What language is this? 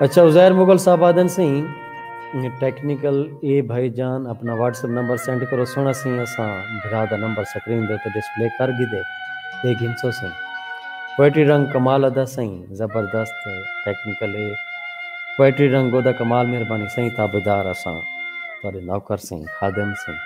Saraiki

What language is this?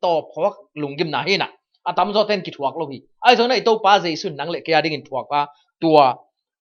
Tedim Chin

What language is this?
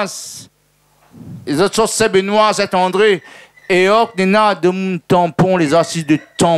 Réunion Creole French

